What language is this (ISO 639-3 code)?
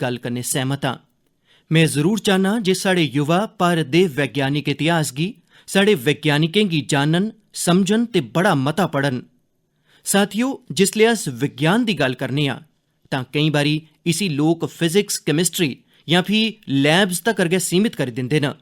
doi